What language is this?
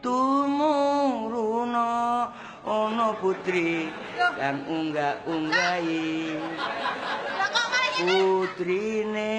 Javanese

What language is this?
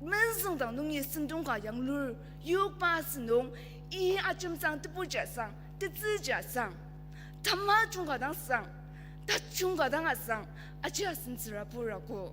Ao Naga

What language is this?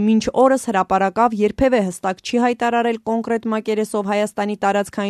Armenian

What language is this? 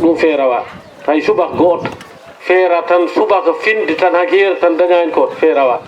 Fula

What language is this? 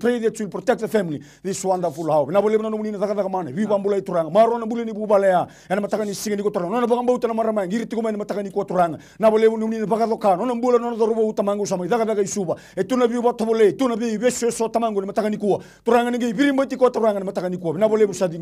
Fijian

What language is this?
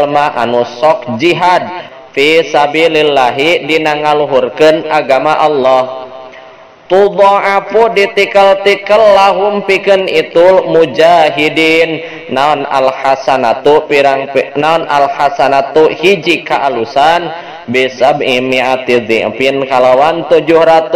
Sundanese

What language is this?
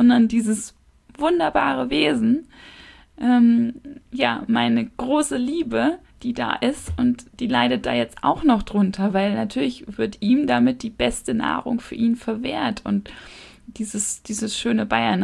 German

